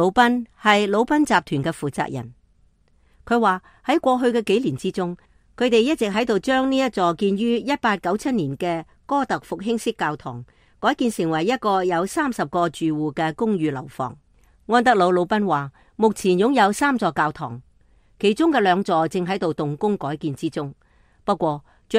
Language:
Cantonese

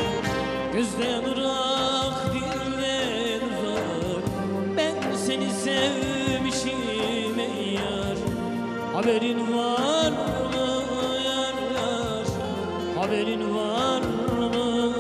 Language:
Turkish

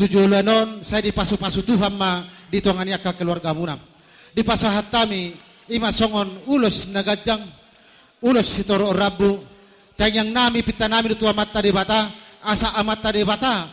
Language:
Batak Toba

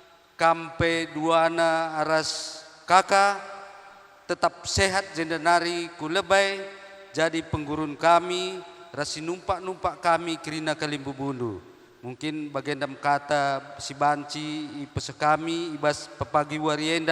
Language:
Batak Karo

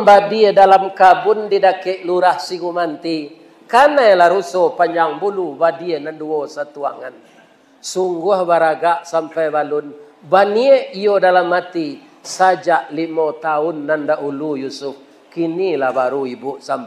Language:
Minangkabau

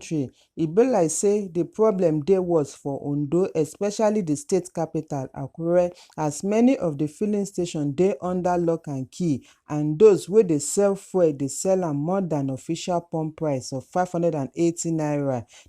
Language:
Nigerian Pidgin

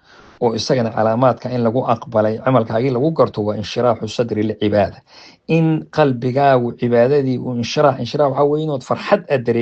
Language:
Somali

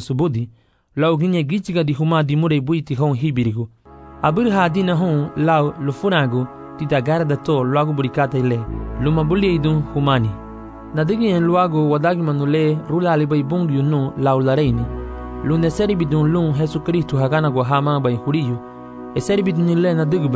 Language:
Garifuna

